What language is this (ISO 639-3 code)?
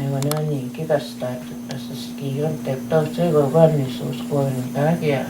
crk